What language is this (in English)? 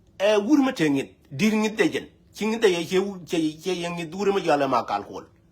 Nuer